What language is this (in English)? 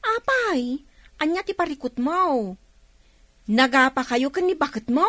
Iloko